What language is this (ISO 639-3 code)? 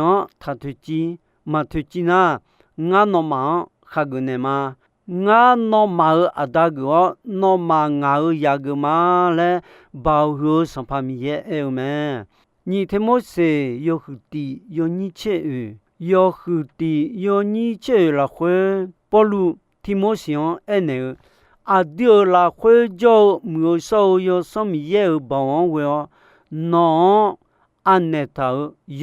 ahk